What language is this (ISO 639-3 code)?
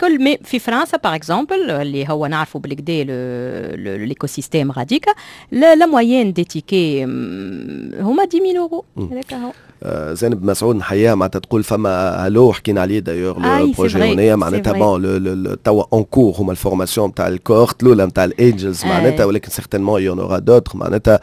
aeb